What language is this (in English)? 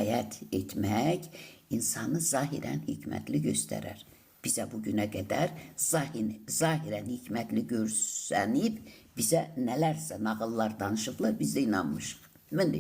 Azerbaijani